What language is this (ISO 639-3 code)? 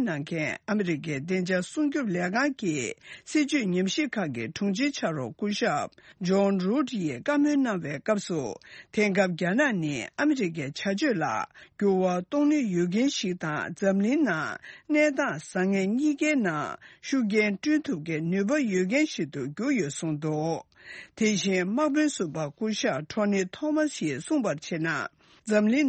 bod